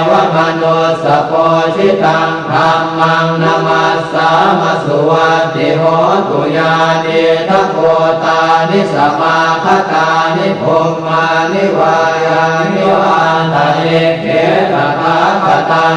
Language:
Pali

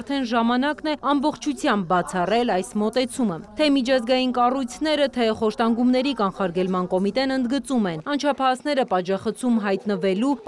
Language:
Armenian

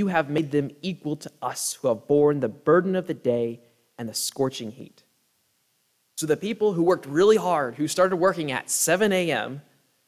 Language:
English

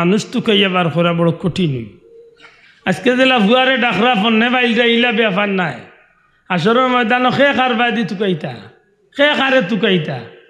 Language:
Sylheti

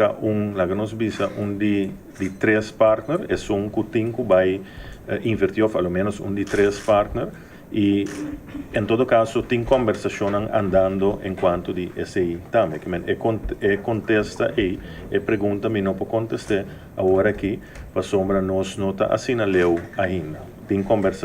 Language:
Papiamento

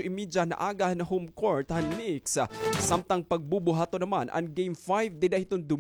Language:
Waray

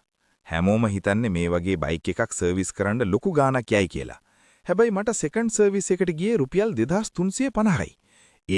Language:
Sinhala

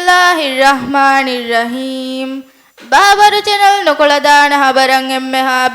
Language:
Divehi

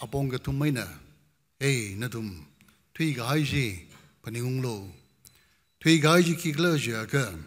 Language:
Tangkhul Naga (India)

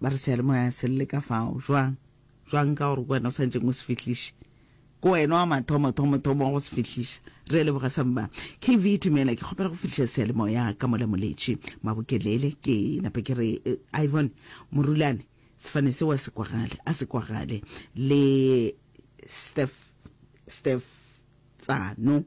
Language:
Northern Sotho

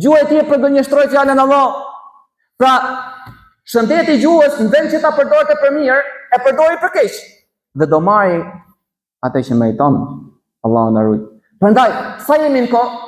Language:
Albanian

